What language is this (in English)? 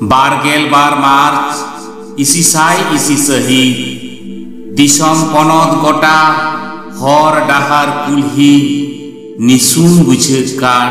Santali